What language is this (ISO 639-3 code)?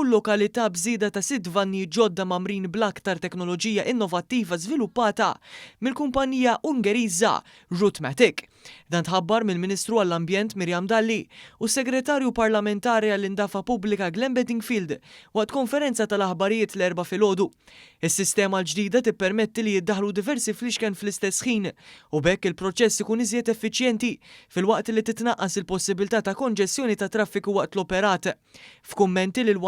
mlt